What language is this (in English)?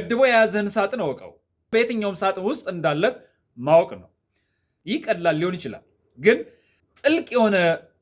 Amharic